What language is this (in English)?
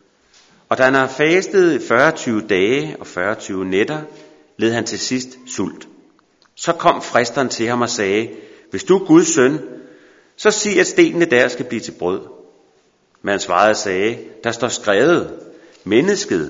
Danish